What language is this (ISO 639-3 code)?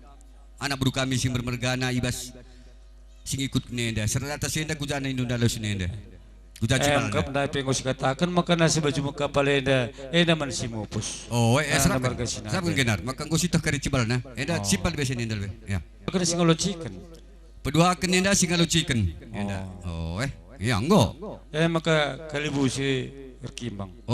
btx